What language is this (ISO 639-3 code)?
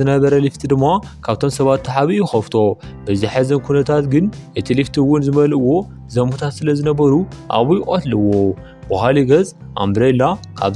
tir